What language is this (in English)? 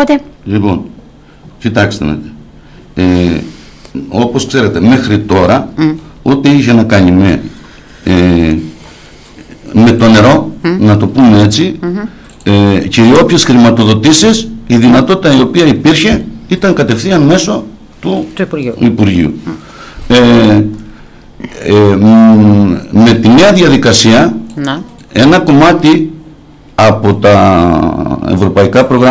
Greek